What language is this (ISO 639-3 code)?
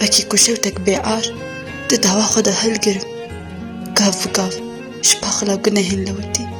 kur